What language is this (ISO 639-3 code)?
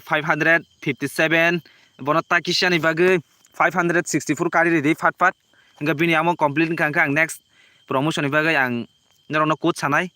trp